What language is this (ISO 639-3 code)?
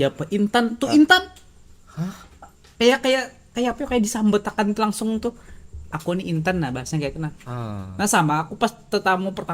bjn